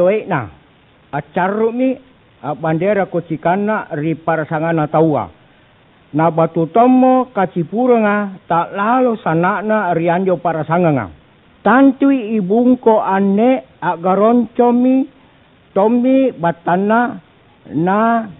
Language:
Makasar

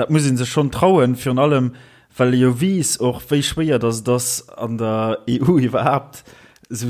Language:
Luxembourgish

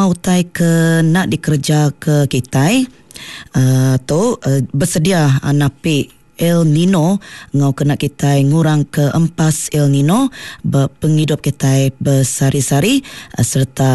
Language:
Iban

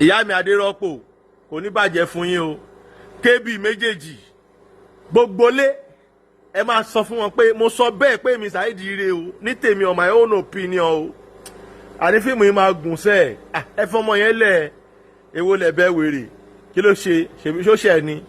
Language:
Yoruba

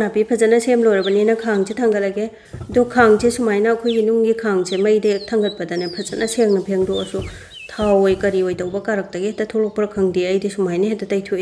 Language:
Manipuri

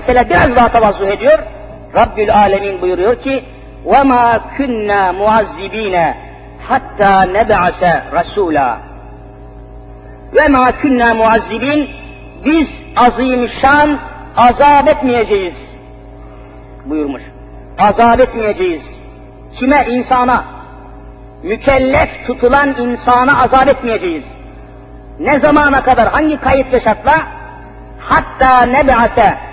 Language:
Turkish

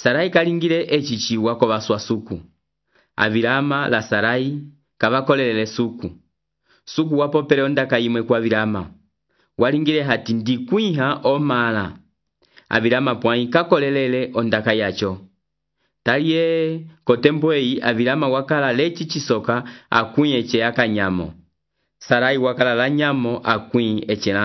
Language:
Umbundu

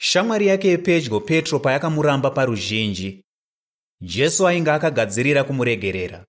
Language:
Shona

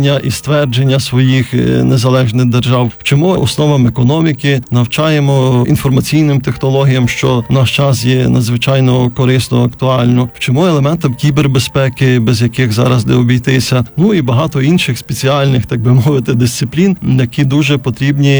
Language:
Ukrainian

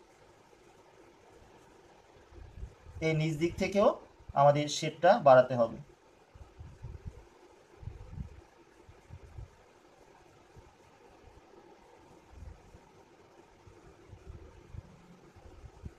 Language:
Bangla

